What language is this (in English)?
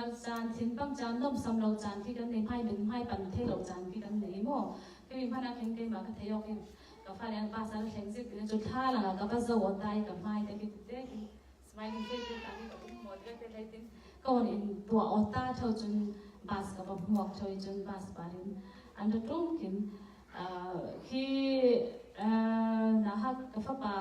Falam Chin